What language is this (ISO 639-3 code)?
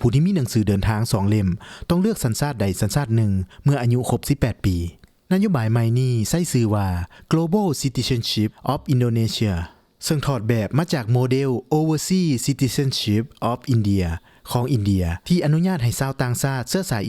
lao